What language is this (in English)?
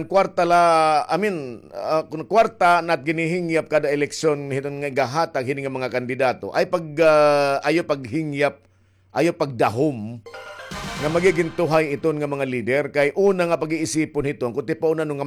Waray